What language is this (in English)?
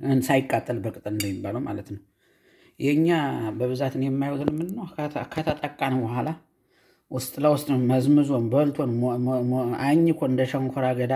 Amharic